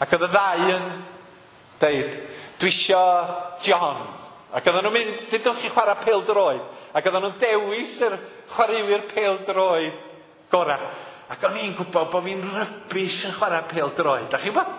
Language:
Welsh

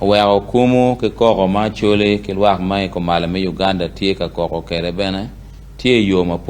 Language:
Acoli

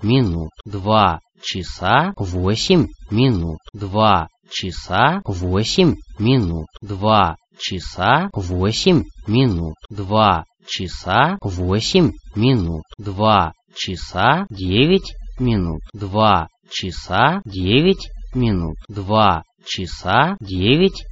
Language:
Russian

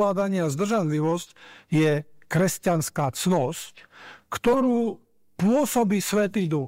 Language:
Slovak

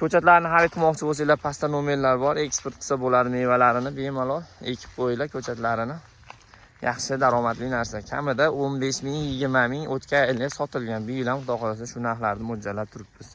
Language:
Uzbek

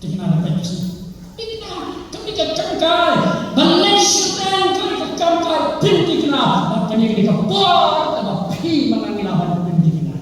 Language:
Khasi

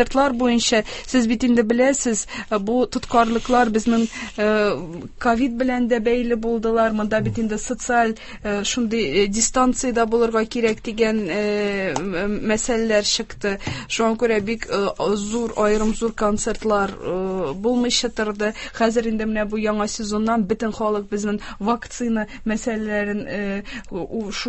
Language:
Tatar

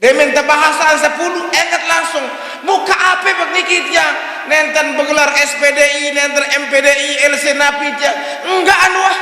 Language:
Sasak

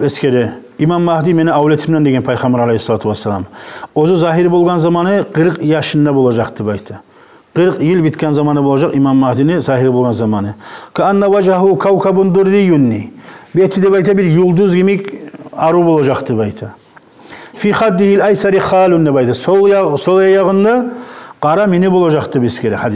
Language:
Kumyk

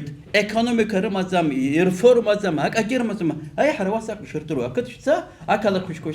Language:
Abkhazian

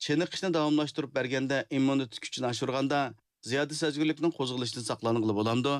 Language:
Uyghur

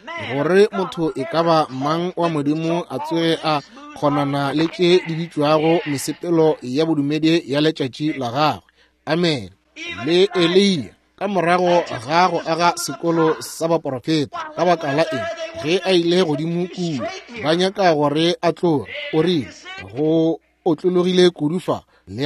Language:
Northern Sotho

